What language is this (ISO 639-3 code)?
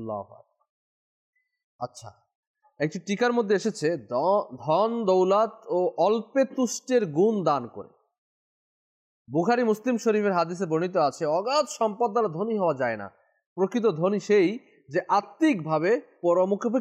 ben